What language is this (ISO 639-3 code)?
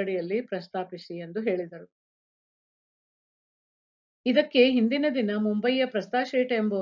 kan